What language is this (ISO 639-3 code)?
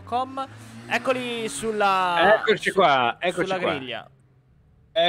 ita